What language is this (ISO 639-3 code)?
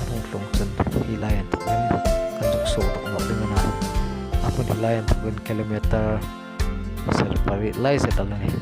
hmr